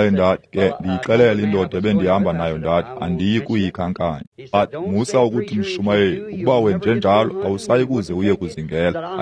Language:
Xhosa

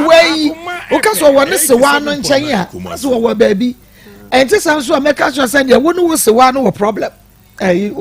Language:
Akan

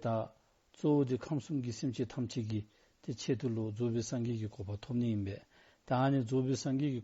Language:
Dzongkha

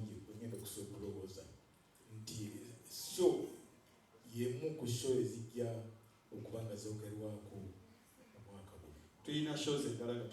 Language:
Ganda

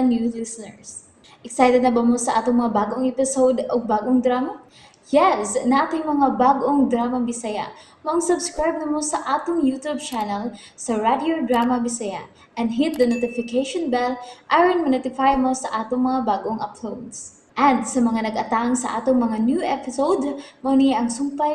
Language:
Cebuano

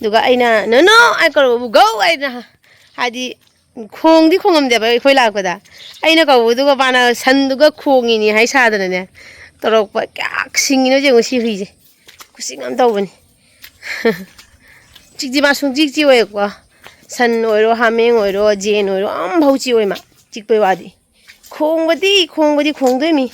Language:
Manipuri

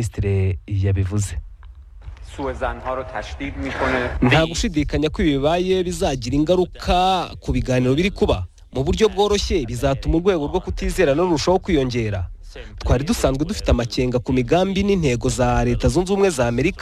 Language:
Kinyarwanda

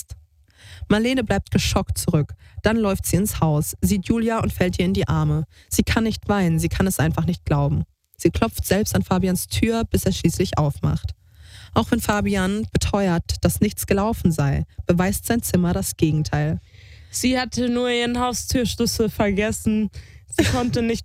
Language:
German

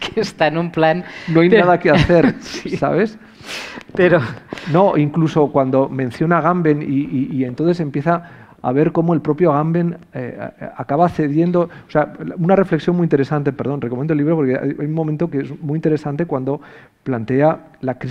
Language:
Spanish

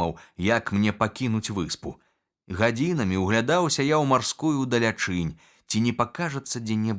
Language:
Belarusian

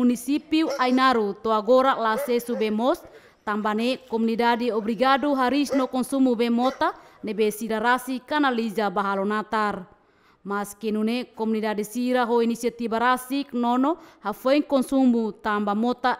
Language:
Tetum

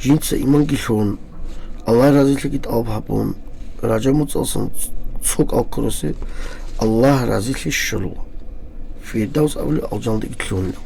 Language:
Avaric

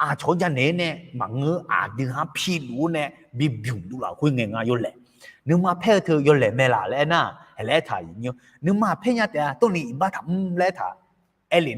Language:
Akha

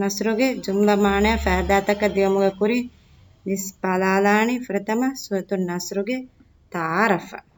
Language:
Divehi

